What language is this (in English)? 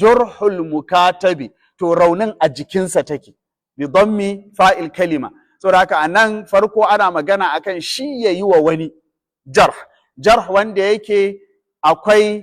Hausa